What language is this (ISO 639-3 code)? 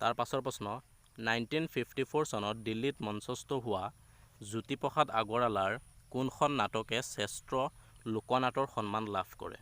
asm